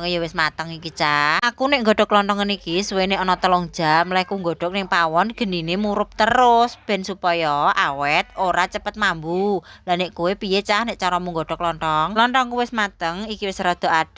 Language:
Javanese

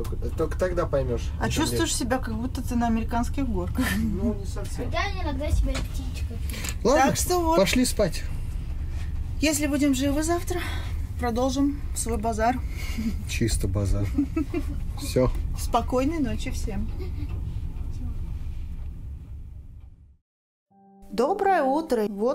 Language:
Russian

